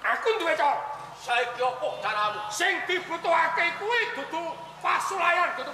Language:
Javanese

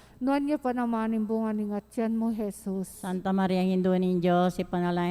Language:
Pampanga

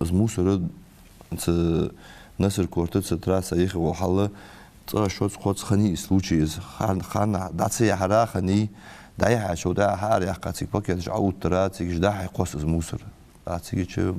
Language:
Ingush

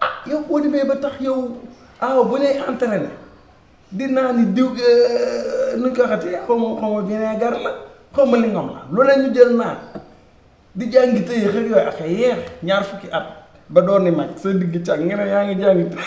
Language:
Wolof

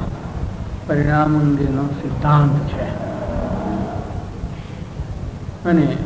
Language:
Gujarati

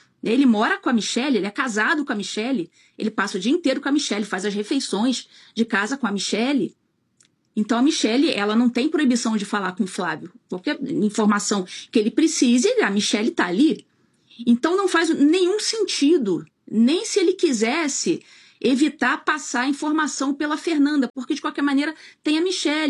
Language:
Portuguese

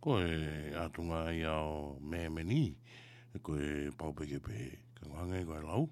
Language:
Tongan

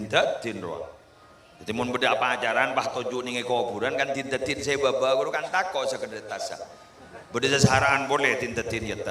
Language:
Madurese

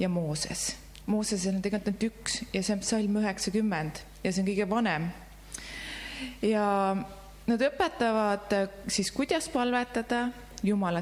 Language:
Estonian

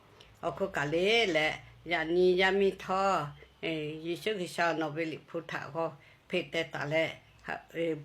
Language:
Lahu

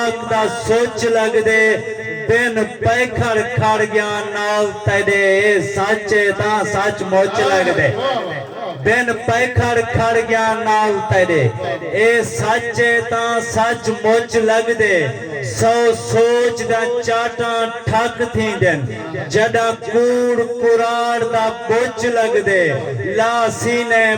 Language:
Saraiki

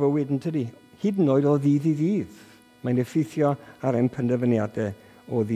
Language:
Welsh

